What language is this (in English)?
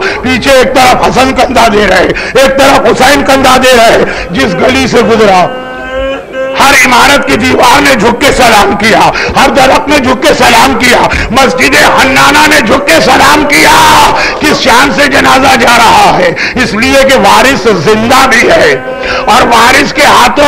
Urdu